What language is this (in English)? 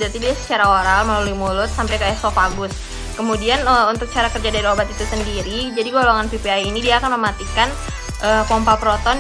Indonesian